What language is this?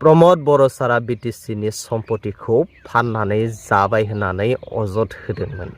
Bodo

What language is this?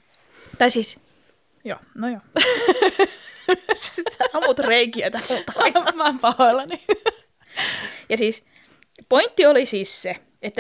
Finnish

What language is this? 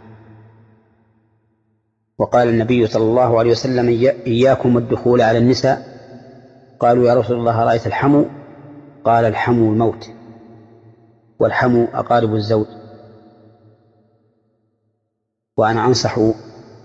Arabic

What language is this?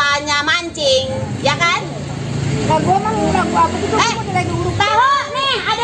Betawi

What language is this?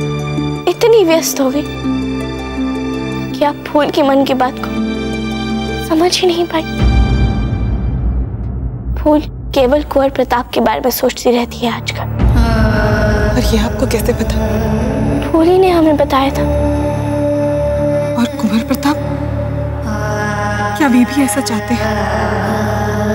Hindi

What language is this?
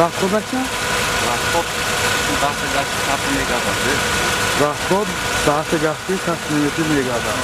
Tajik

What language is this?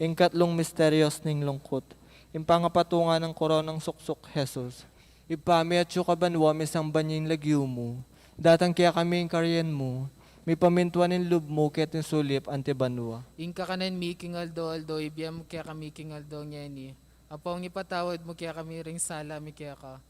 Pampanga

